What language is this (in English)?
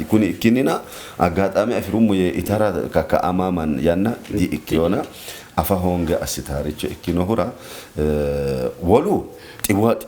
Sidamo